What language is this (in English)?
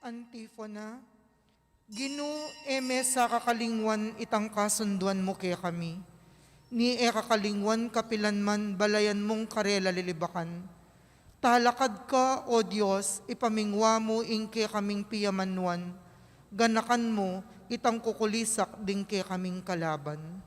Pampanga